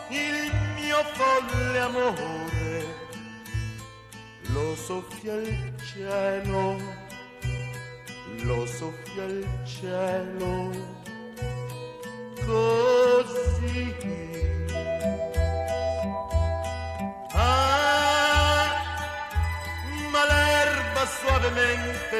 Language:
Italian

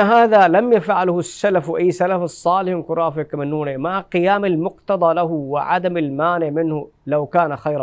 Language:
Divehi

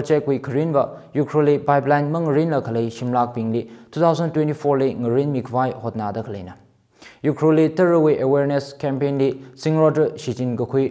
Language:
Tangkhul Naga (India)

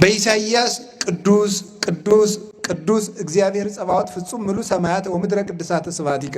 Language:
Amharic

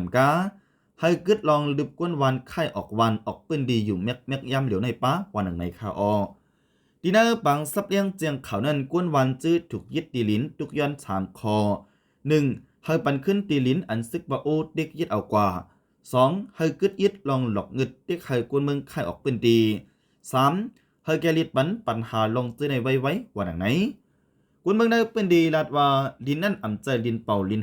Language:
Shan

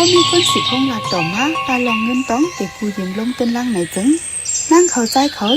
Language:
Shan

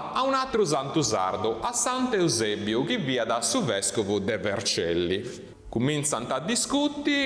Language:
Sardinian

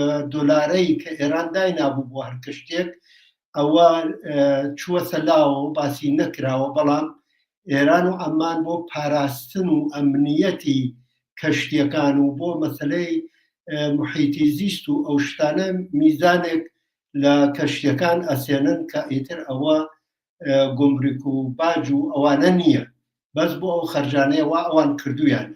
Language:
Central Kurdish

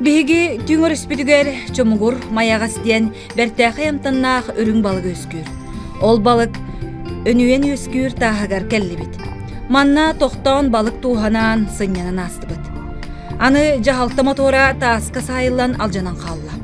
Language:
Yakut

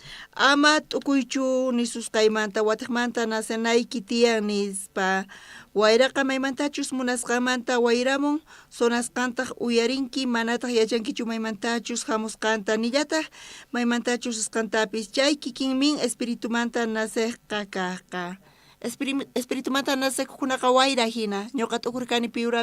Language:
South Bolivian Quechua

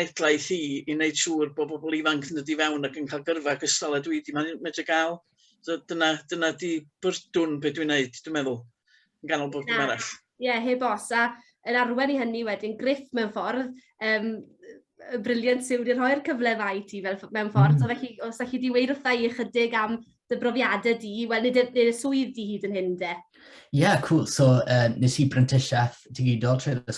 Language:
Welsh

